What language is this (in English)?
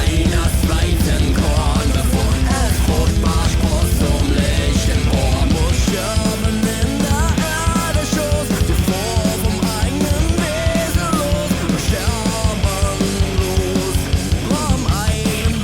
Swiss German